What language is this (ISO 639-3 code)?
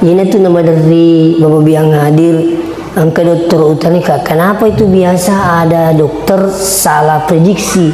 bug